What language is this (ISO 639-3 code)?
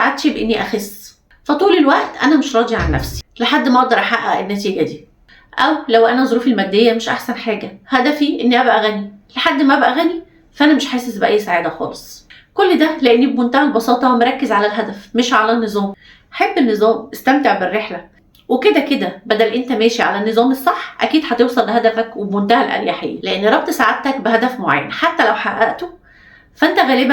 arz